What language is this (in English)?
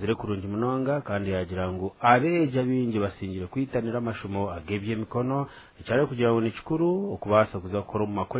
Nyankole